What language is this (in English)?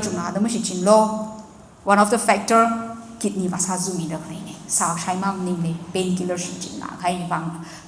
Tangkhul Naga (India)